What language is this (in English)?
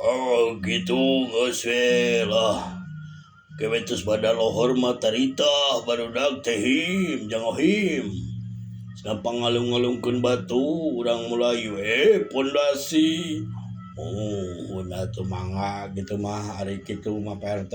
Sundanese